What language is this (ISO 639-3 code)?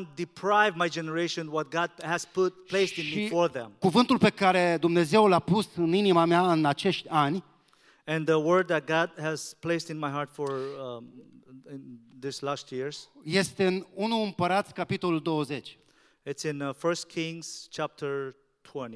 ron